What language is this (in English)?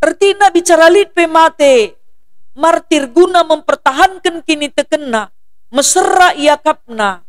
Batak Karo